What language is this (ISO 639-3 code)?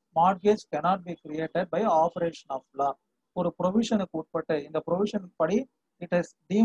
tam